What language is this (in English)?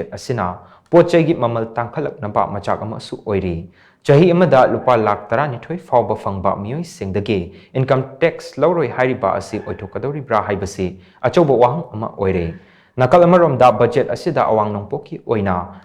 Manipuri